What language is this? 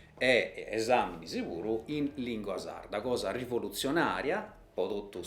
Sardinian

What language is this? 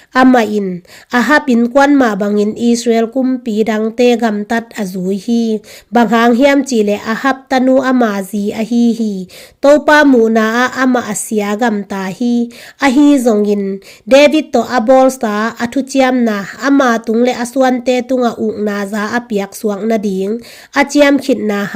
Tedim Chin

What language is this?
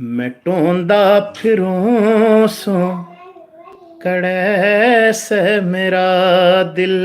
Haryanvi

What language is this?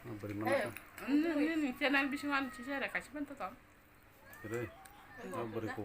Kok Borok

